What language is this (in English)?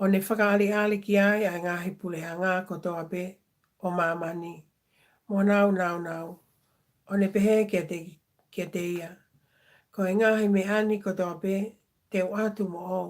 Tongan